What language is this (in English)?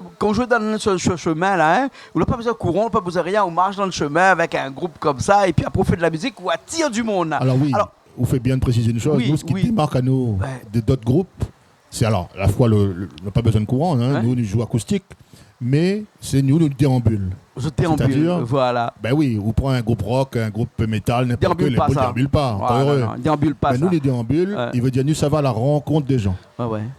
Réunion Creole French